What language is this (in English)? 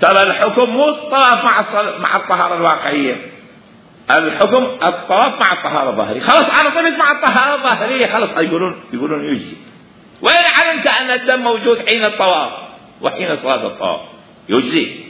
Mesopotamian Arabic